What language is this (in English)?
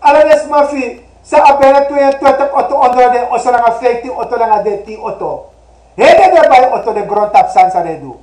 Sranan Tongo